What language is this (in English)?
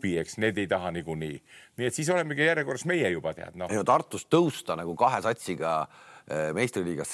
Estonian